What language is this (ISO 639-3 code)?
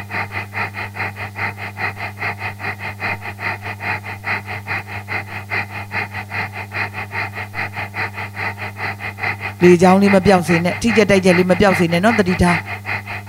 mya